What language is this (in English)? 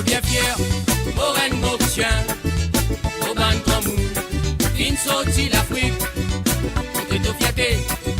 Morisyen